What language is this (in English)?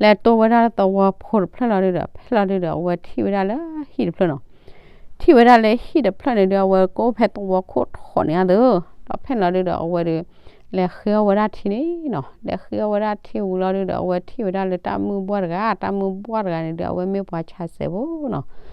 S'gaw Karen